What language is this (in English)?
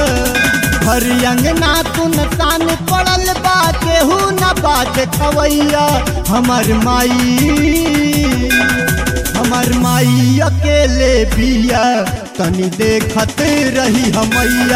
Bhojpuri